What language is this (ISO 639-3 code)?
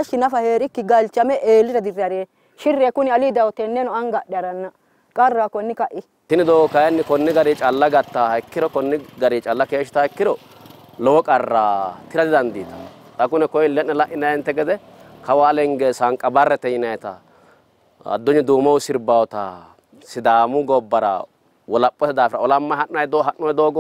sid